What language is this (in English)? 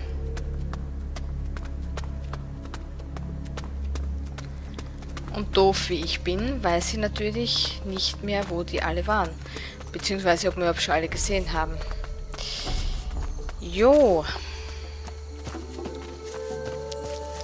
German